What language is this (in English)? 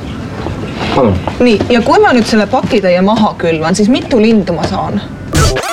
Estonian